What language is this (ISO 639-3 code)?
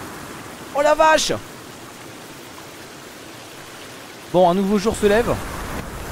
fra